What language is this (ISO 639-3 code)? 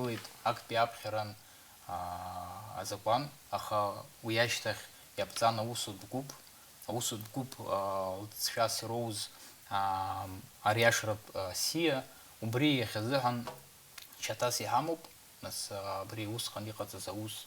abk